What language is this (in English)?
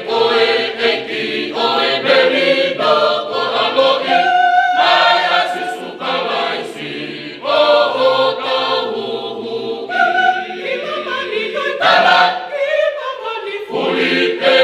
Tongan